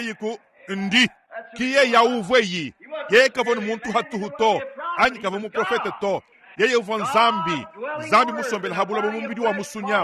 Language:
Luba-Lulua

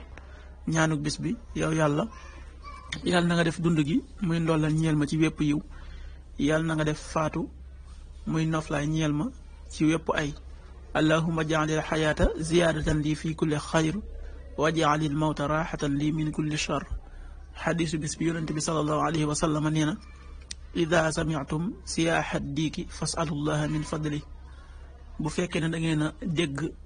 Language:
Wolof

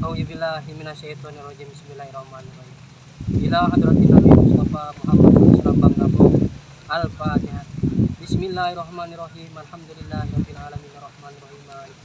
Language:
Betawi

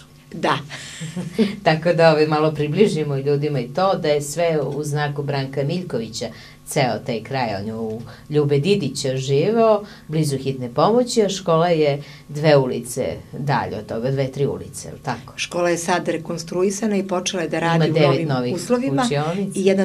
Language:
Serbian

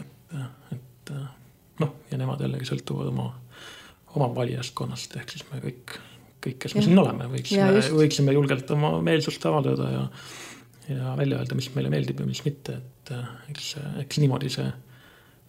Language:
Estonian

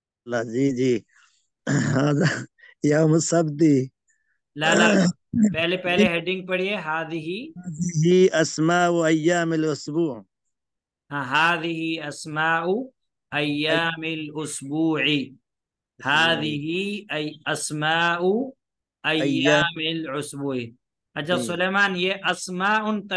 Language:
Urdu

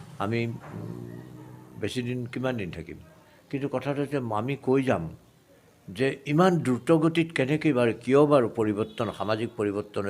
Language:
Assamese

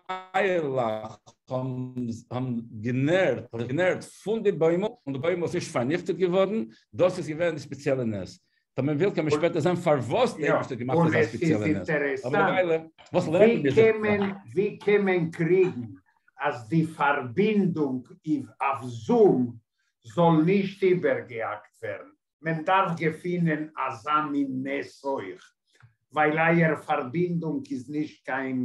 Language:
Yiddish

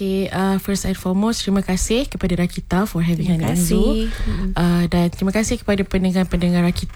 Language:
Malay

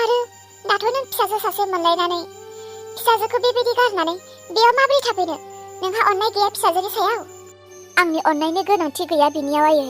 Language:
Bodo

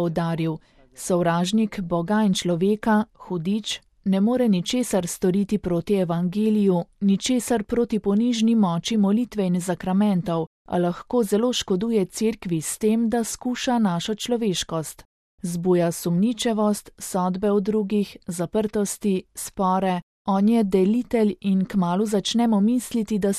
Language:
Slovenian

